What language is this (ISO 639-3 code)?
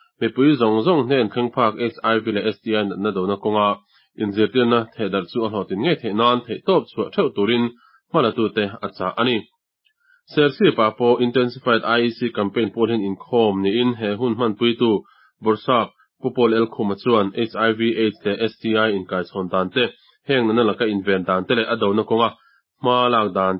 lus